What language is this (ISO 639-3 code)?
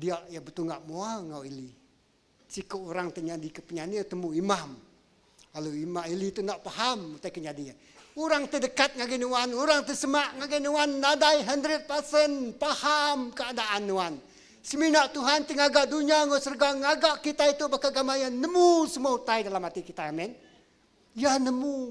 iba